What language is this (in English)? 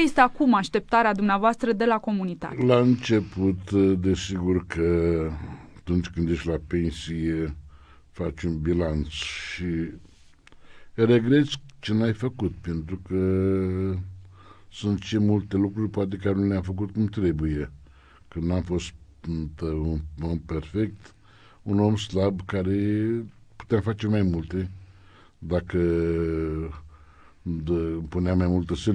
Romanian